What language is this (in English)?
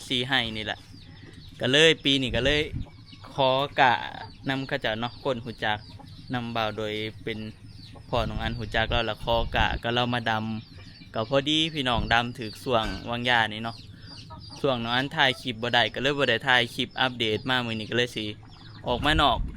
Northeastern Thai